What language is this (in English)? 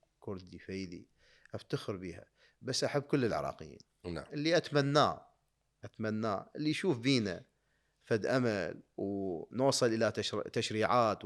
Mesopotamian Arabic